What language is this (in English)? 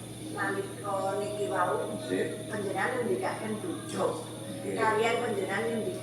Javanese